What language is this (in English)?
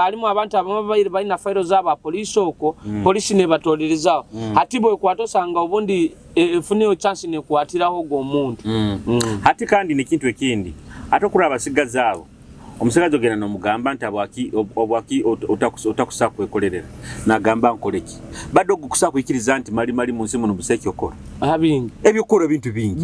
Nyoro